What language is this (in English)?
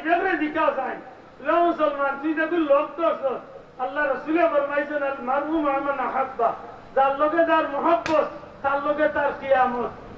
Sylheti